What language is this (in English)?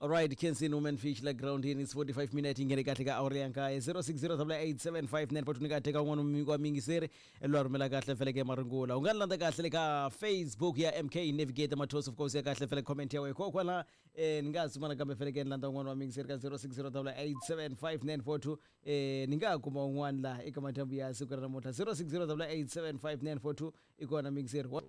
Tsonga